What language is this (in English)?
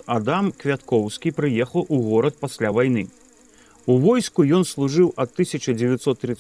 Belarusian